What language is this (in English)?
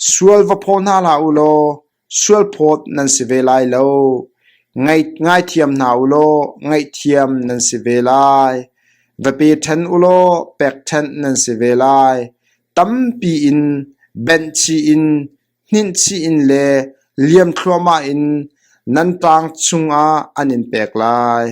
Hakha Chin